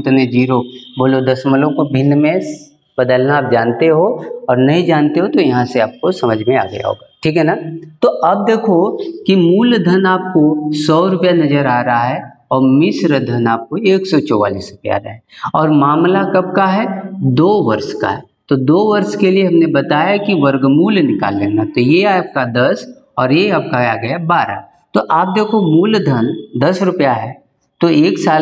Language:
Hindi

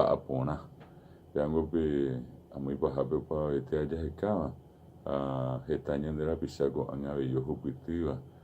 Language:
Guarani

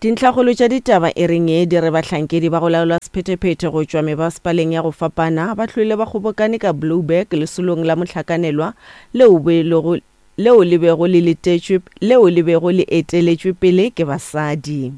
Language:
Northern Sotho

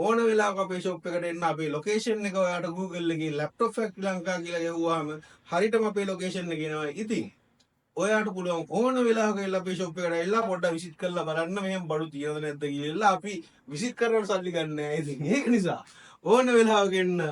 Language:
Sinhala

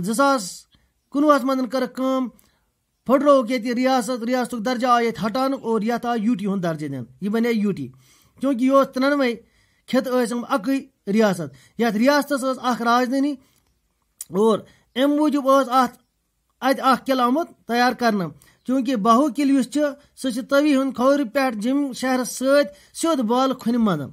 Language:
Kashmiri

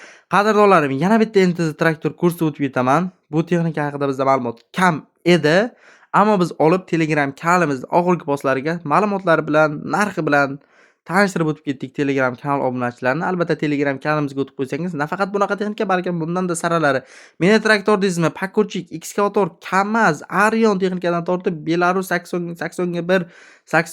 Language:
Uzbek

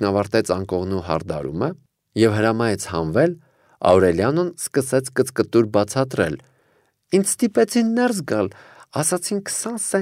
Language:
Armenian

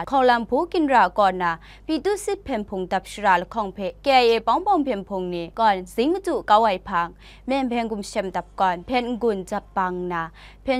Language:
Kachin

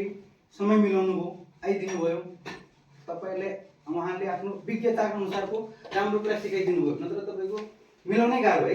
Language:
Nepali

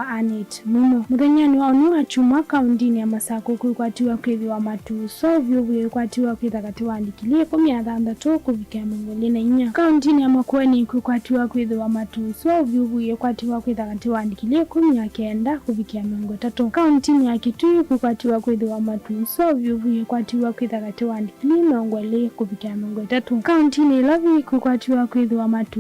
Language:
Kamba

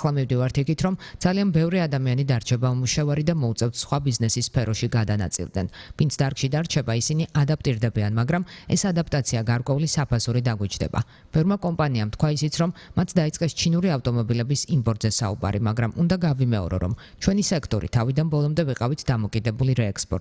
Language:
Georgian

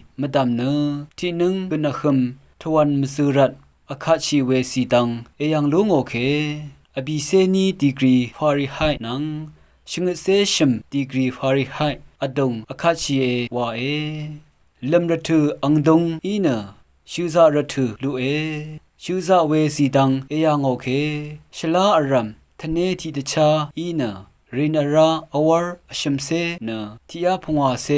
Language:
Rawang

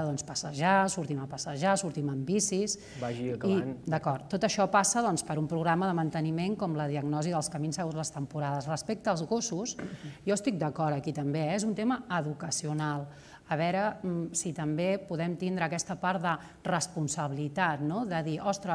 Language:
Catalan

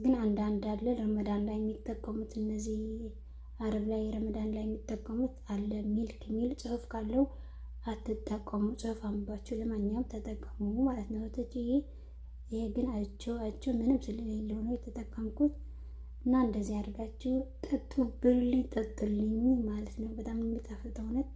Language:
Amharic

